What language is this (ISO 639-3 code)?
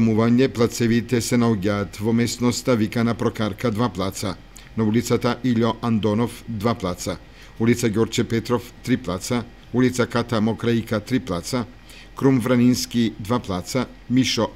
mkd